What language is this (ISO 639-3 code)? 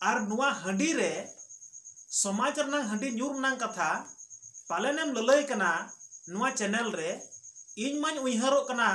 sat